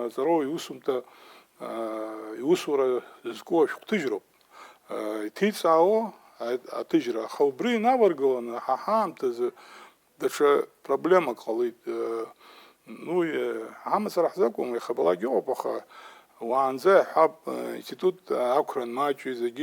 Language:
Abkhazian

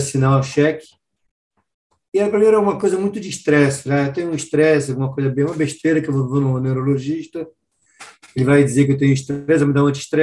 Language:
Portuguese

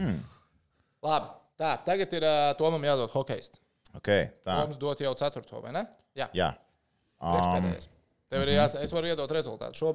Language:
Latvian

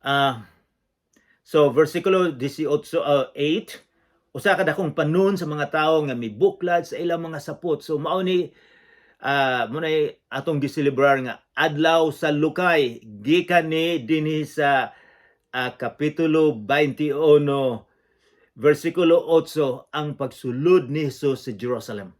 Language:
Cebuano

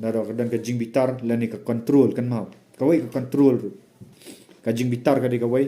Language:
Khasi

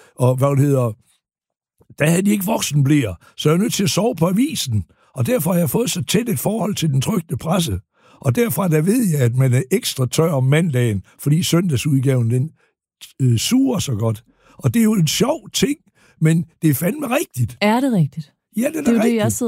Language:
Danish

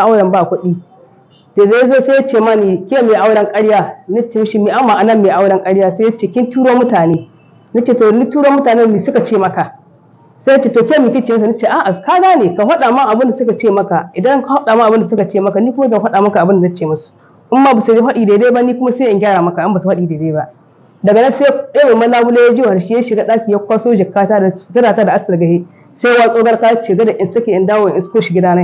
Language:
Hausa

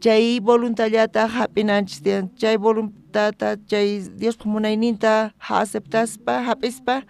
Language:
South Bolivian Quechua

